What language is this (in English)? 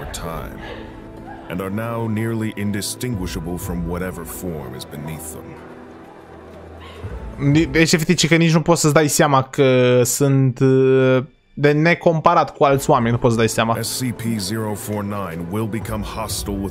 Romanian